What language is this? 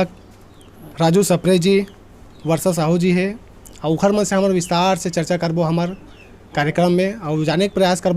Chhattisgarhi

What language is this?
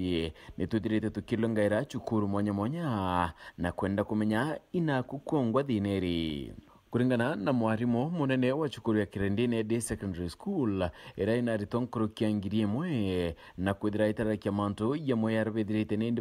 Meru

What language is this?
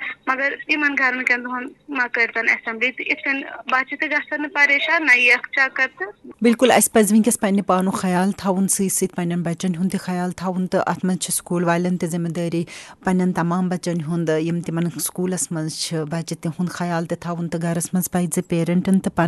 Kashmiri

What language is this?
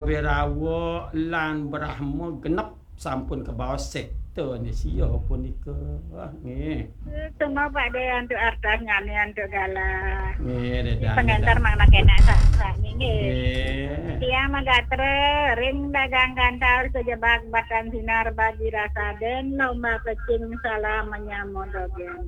Balinese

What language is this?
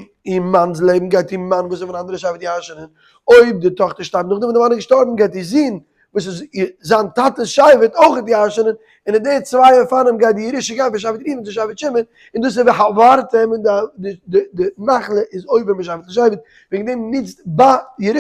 Yiddish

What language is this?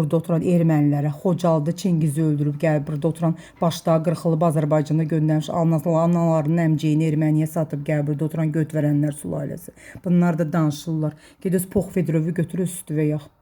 Azerbaijani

